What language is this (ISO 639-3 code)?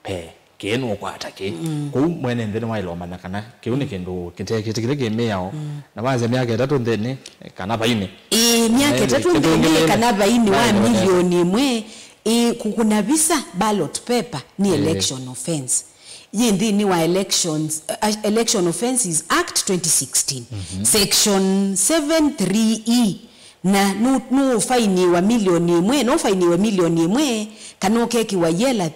kam